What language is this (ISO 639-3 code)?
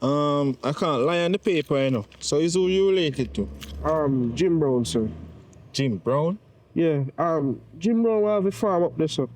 jam